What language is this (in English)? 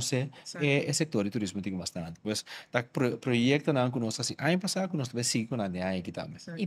Papiamento